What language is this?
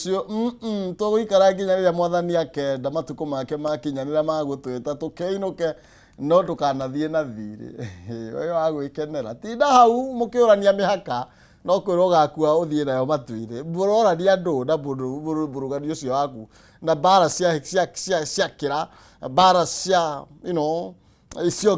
Kikuyu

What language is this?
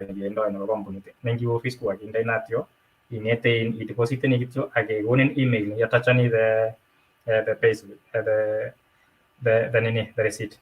Kalenjin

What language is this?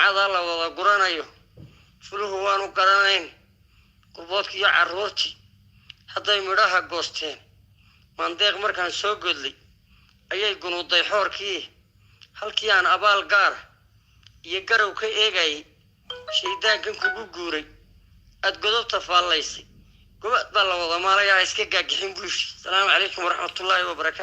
Somali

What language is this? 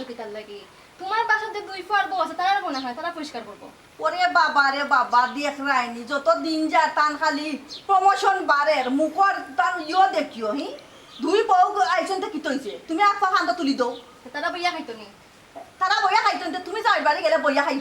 Sylheti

